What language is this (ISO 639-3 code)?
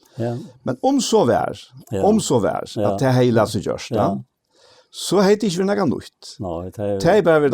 fao